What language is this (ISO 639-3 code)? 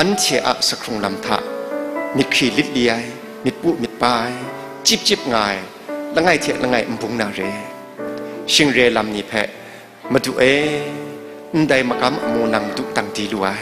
kac